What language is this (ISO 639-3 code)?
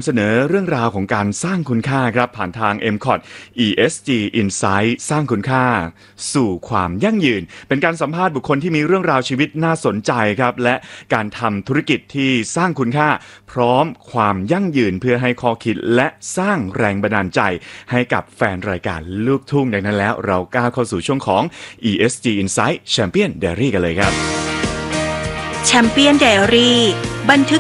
tha